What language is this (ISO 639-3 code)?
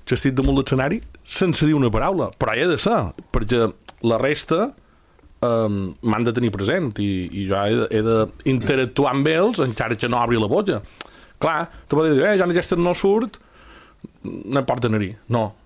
cat